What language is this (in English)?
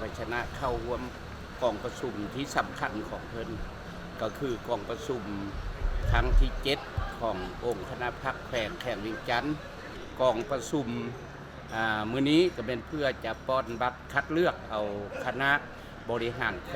Lao